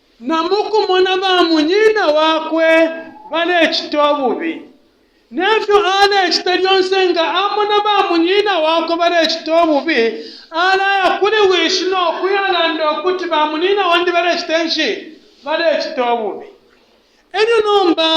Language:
Bemba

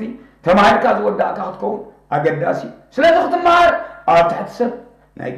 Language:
Tigrinya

